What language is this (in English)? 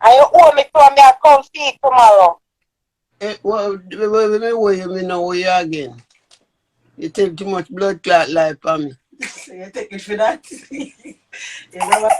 Jamaican Creole English